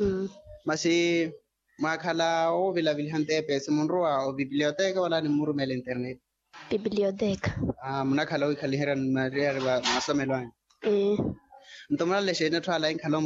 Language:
Makhuwa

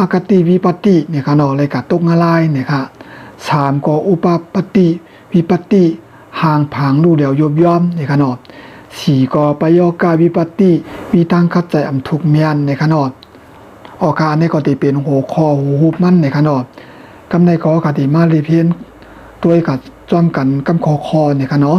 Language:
Shan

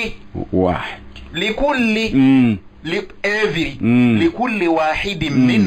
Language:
Ganda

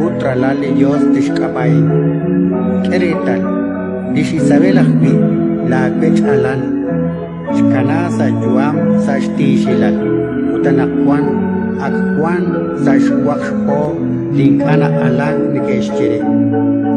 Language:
Kekchí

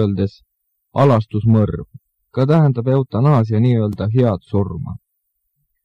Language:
Estonian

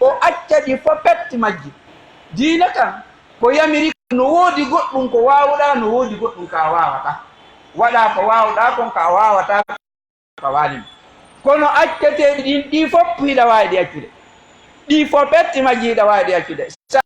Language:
Fula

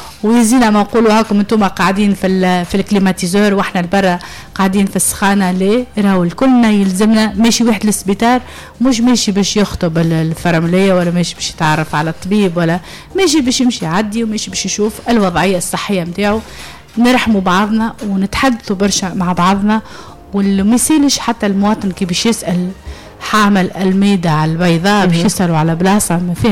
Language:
Tunisian Arabic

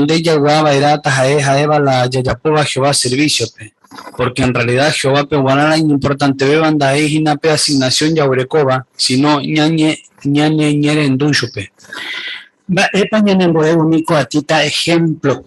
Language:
Guarani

